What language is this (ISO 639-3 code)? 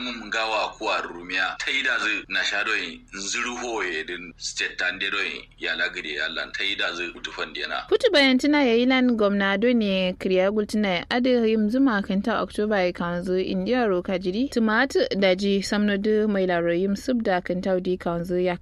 kau